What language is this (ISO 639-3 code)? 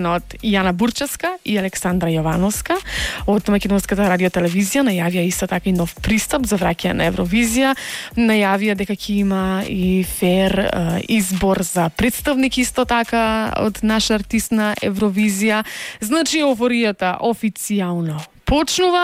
mkd